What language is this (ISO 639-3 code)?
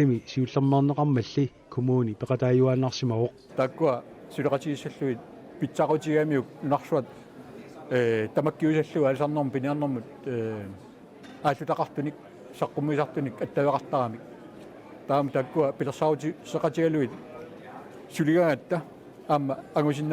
kal